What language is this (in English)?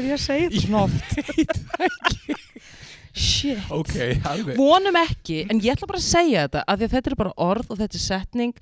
Icelandic